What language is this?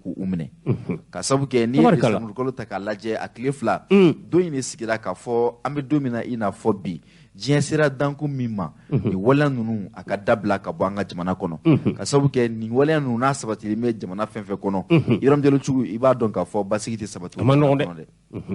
Bambara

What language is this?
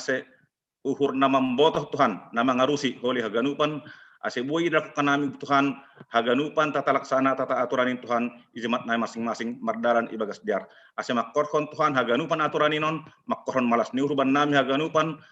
Batak Simalungun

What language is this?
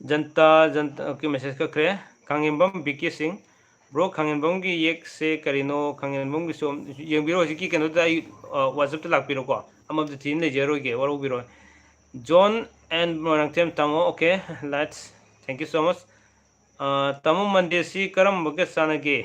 Manipuri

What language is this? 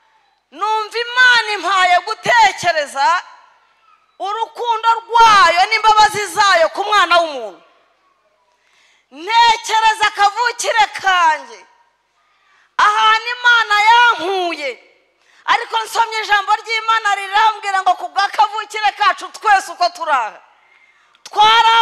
Kinyarwanda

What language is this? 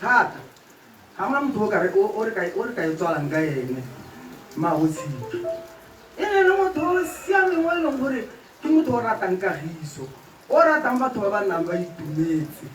Tswana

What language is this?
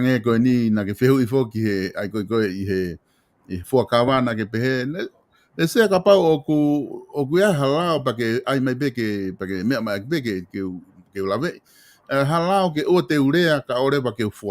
Tongan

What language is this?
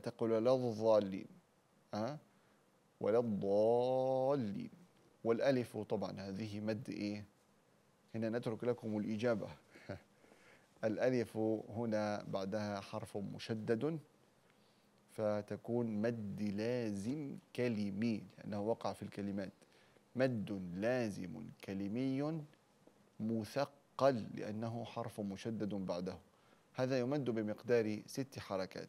Arabic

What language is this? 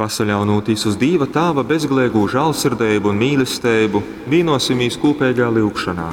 Latgalian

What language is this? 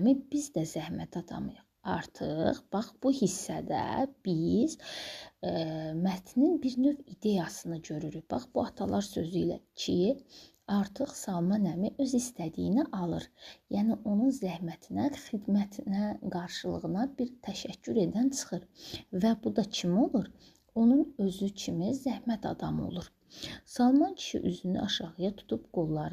Azerbaijani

